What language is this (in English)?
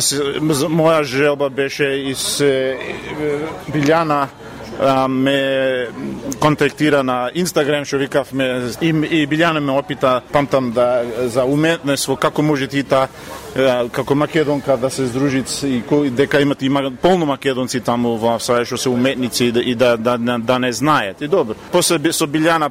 Macedonian